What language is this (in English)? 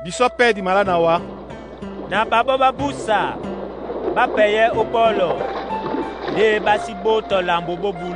Duala